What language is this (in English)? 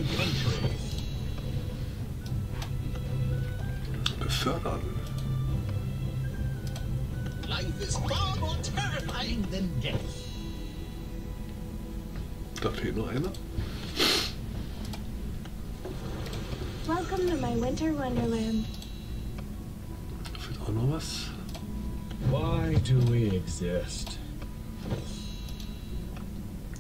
German